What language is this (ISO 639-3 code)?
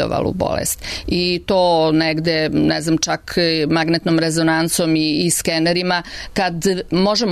srp